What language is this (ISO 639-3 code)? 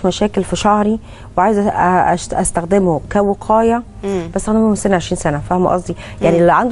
arz